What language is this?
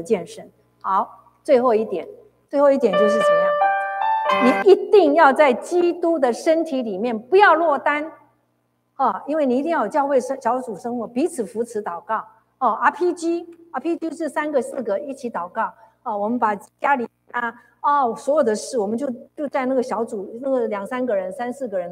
Chinese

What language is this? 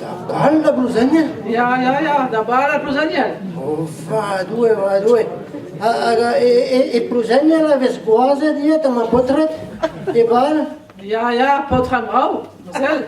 Breton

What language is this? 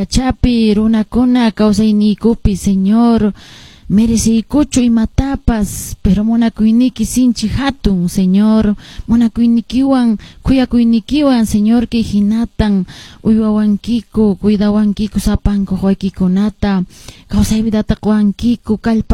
Quechua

